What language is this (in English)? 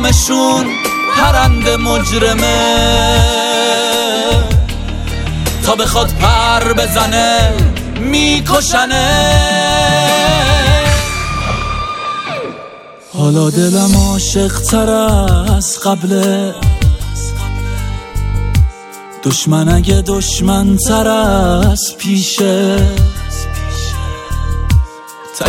Persian